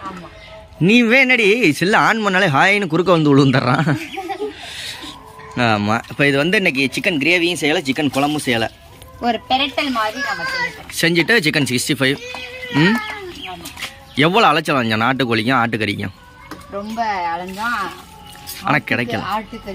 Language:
Tamil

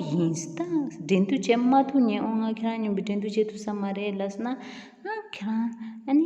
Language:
Tibetan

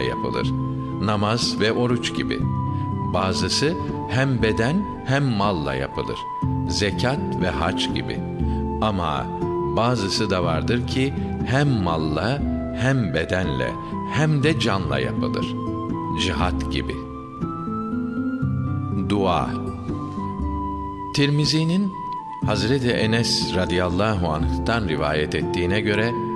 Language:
Turkish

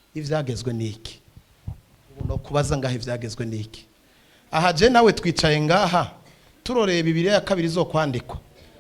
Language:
Rundi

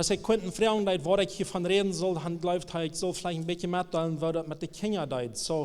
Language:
Plautdietsch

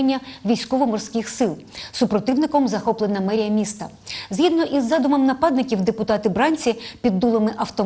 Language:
Ukrainian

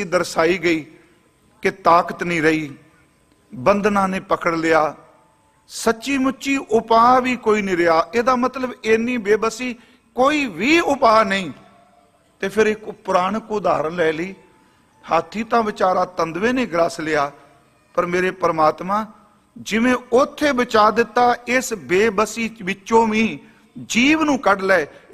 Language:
Punjabi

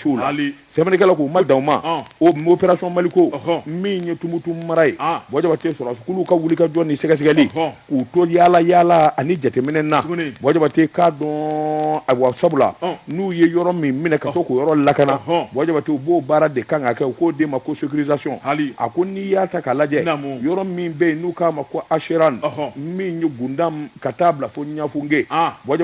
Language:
Bambara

